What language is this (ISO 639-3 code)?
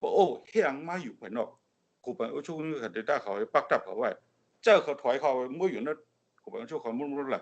shn